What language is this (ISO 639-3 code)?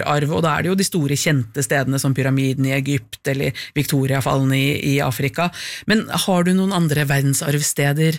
nor